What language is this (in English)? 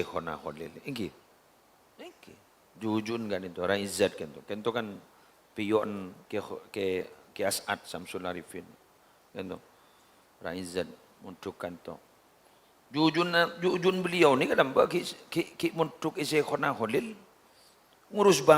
Madurese